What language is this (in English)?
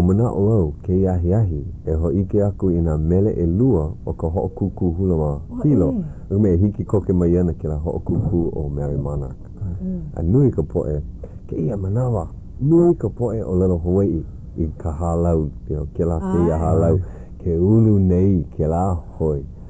Hawaiian